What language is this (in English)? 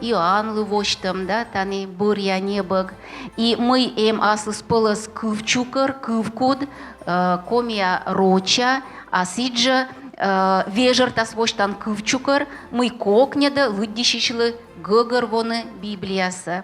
Komi